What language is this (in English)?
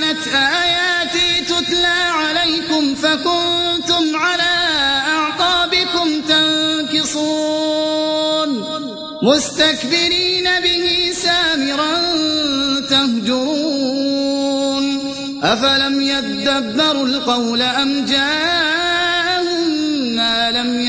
Arabic